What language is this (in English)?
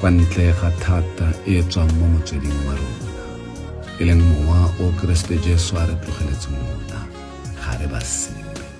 Tswana